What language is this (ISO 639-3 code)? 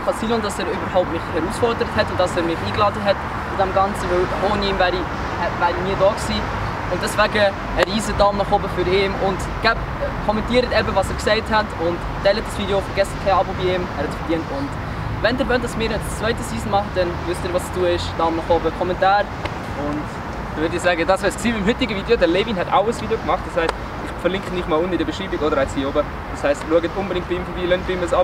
gsw